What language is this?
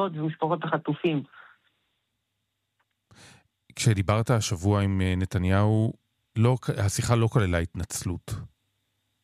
Hebrew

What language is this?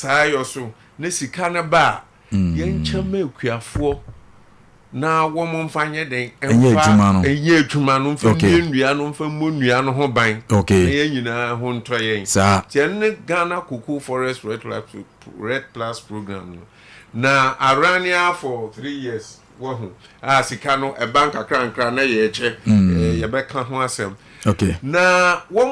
Akan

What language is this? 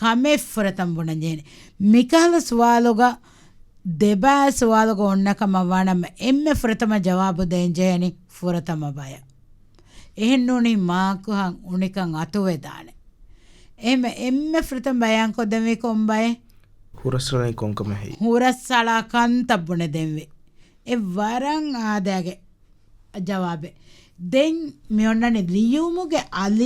Divehi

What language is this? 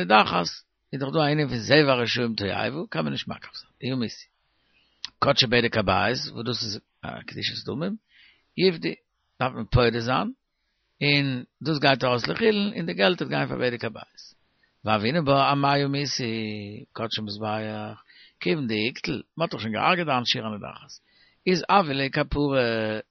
Yiddish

